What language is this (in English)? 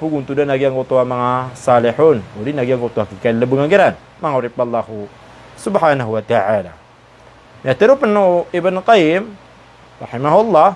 Maranao